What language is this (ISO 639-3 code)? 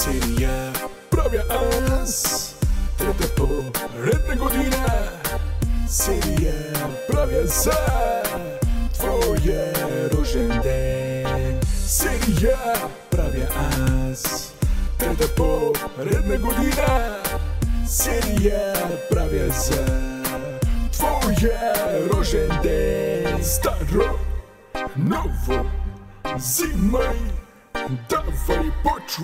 bul